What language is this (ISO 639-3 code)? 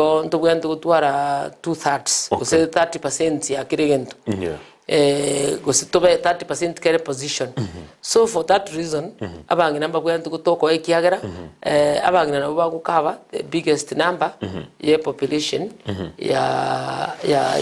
guz